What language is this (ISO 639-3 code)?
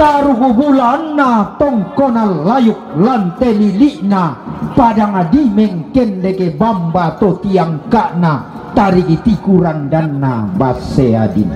sda